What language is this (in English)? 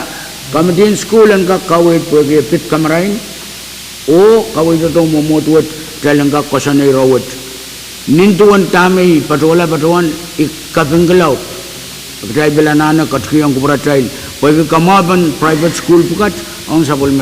Pohnpeian